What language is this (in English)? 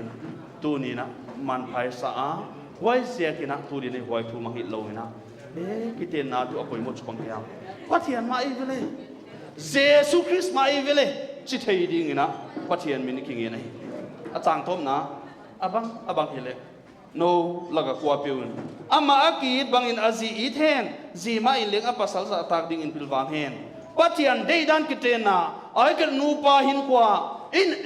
Paite Chin